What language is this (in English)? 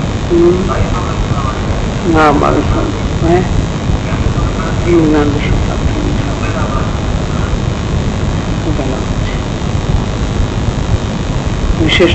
Gujarati